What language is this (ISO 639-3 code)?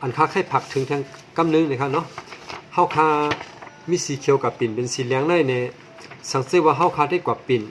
shn